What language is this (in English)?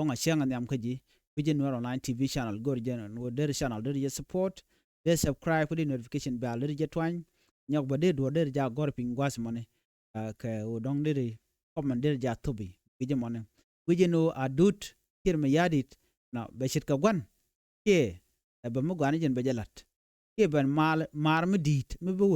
Nuer